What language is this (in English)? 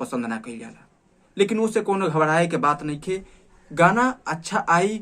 Bhojpuri